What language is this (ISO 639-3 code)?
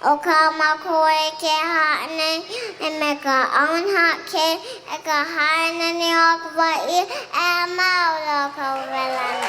haw